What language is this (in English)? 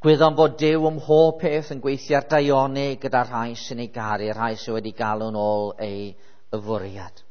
Welsh